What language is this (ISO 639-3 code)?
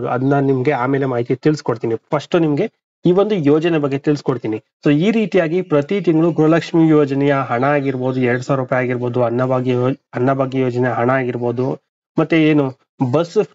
kan